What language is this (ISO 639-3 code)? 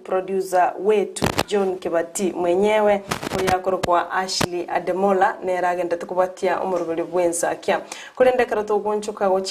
guz